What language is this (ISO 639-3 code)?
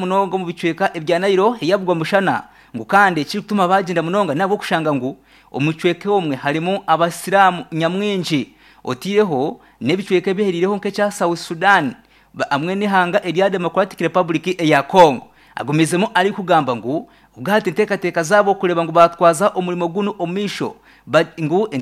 nyn